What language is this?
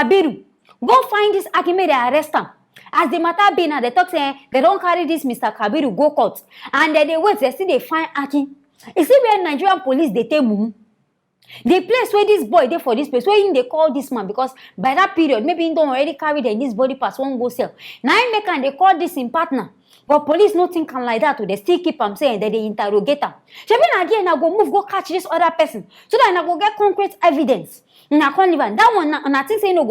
Nigerian Pidgin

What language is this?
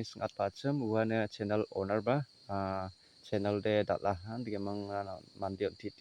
Garo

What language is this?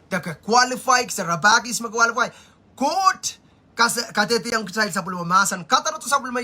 Pohnpeian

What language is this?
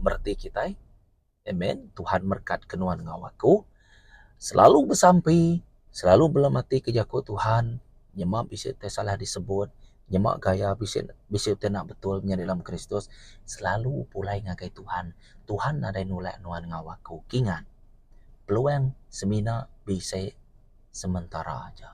Iban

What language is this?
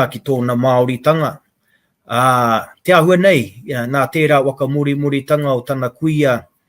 Māori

